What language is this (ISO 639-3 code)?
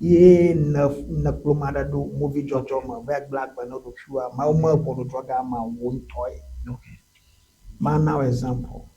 ewe